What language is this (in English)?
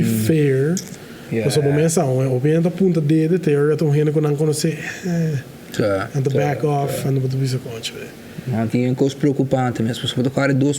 Papiamento